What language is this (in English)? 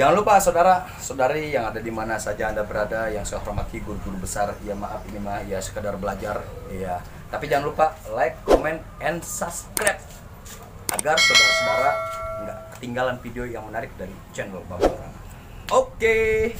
Betawi